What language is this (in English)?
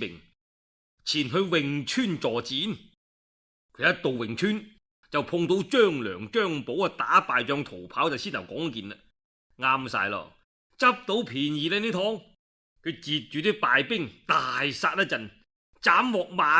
Cantonese